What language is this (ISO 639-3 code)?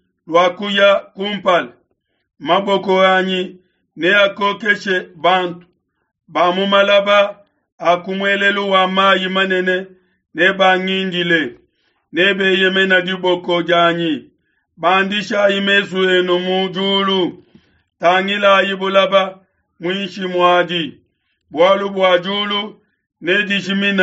lua